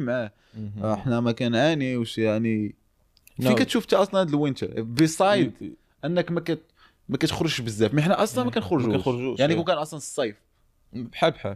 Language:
Moroccan Arabic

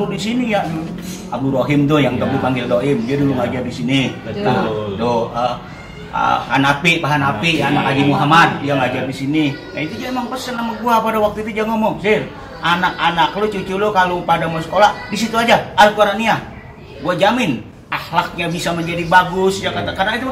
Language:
Betawi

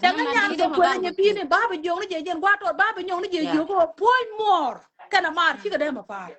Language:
Nuer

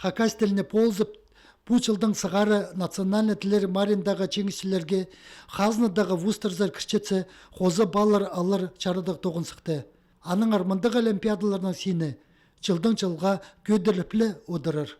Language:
Khakas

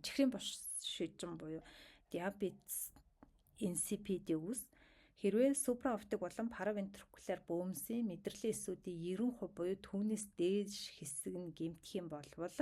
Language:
Mongolian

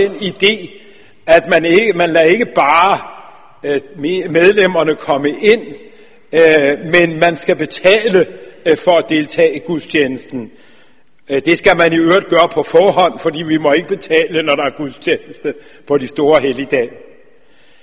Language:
Danish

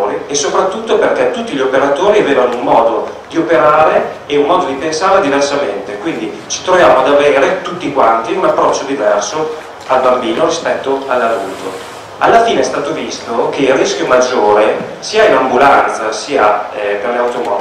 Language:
Italian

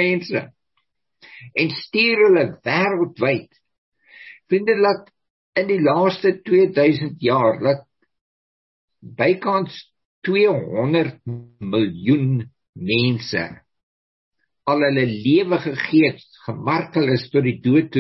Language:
Afrikaans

